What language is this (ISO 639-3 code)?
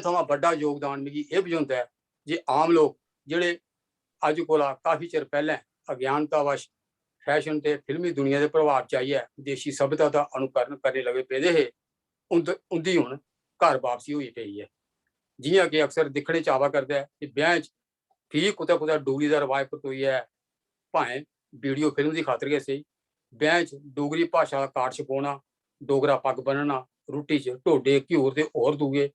doi